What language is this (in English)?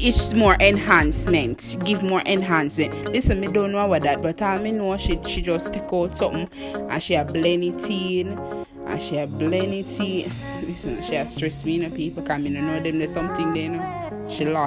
Jamaican Creole English